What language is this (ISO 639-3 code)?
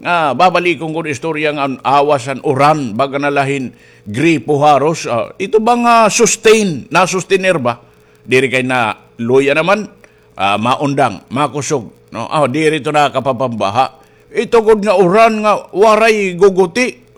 war